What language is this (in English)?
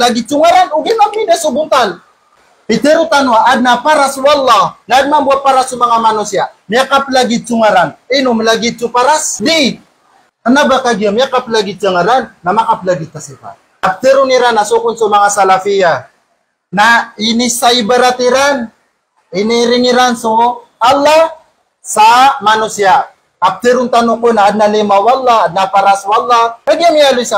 Maranao